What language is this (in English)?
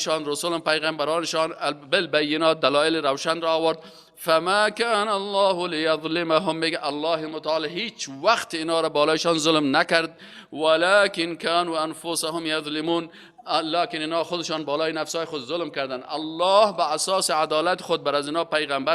Persian